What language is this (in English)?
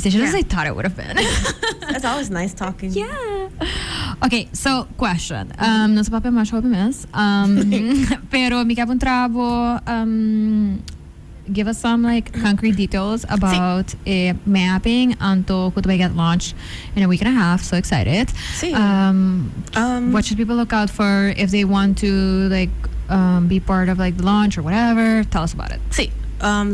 Papiamento